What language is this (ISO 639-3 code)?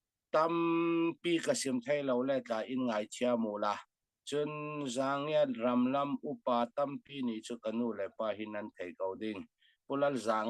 cfm